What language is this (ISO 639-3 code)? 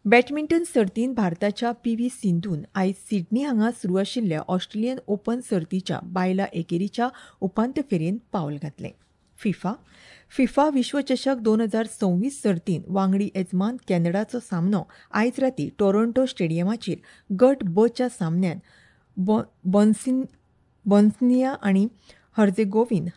kok